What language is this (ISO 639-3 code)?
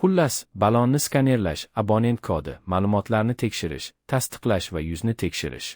uzb